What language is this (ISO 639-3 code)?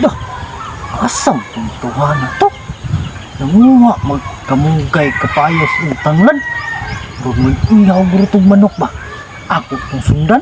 ceb